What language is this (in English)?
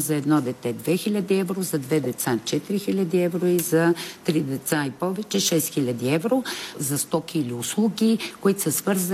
Bulgarian